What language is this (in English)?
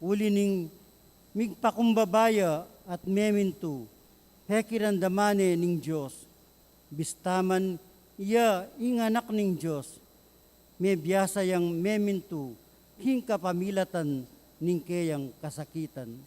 Pampanga